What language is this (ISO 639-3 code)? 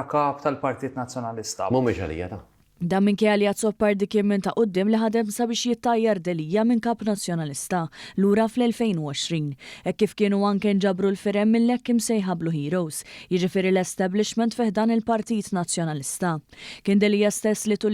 mlt